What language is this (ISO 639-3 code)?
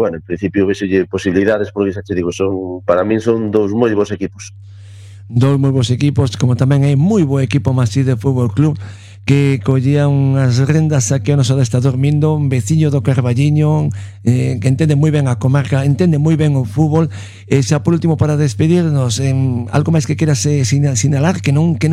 glg